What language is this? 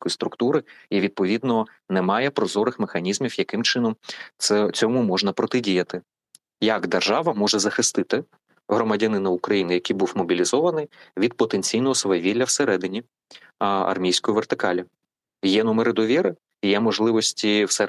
Ukrainian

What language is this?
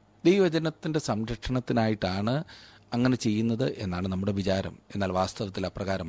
Malayalam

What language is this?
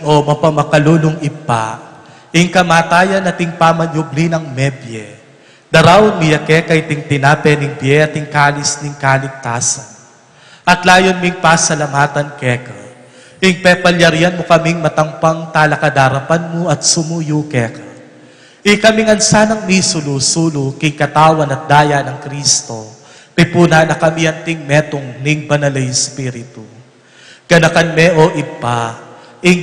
Pampanga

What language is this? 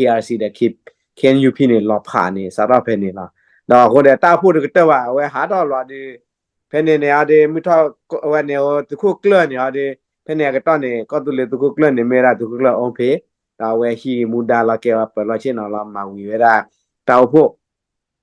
S'gaw Karen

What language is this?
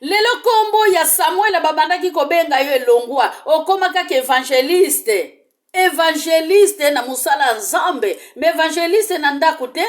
Lingala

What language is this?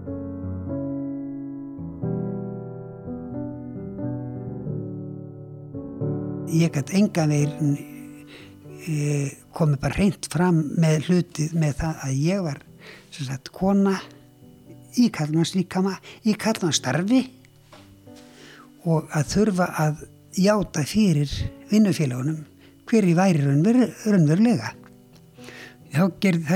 Icelandic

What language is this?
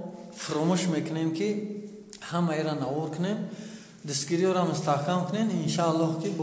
Tajik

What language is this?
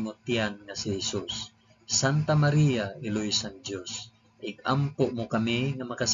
Hiligaynon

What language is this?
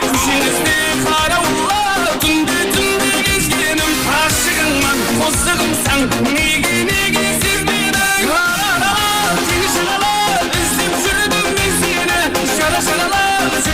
Kara-Kalpak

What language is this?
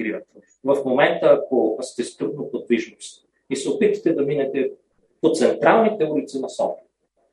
Bulgarian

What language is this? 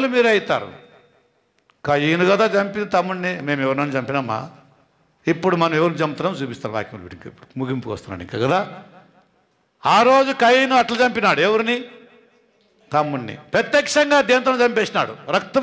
Telugu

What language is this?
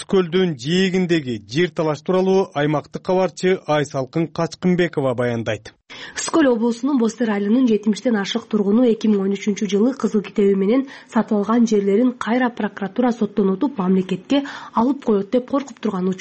Kyrgyz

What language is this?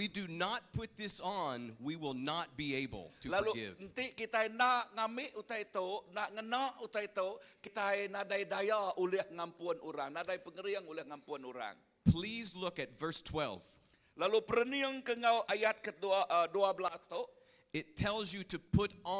Iban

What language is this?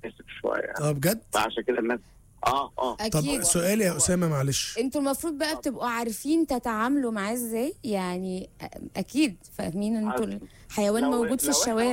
Egyptian Arabic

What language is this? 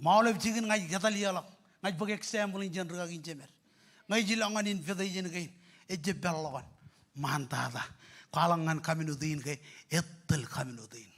Marshallese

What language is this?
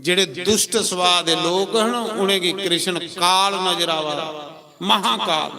Dogri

